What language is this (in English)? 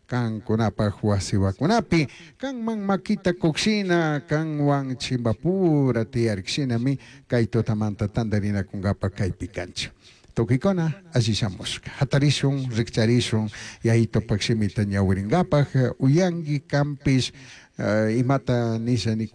Chimborazo Highland Quichua